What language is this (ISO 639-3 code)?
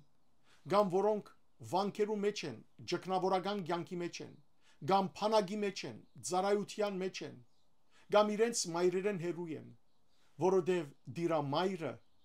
hyw